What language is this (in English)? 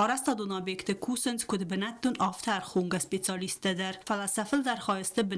Ossetic